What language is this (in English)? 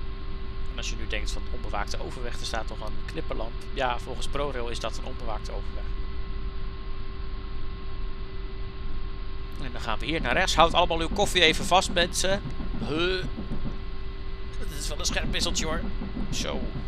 Dutch